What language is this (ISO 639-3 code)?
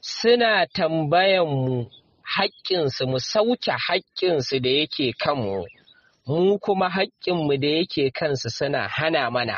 hau